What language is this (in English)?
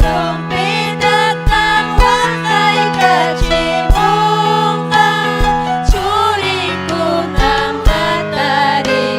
Ayacucho Quechua